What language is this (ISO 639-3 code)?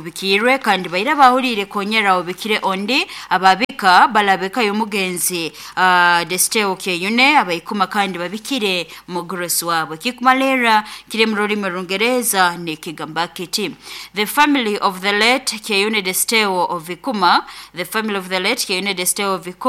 nyn